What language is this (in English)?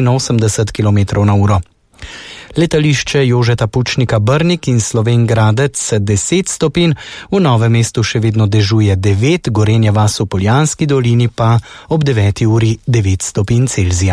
Slovenian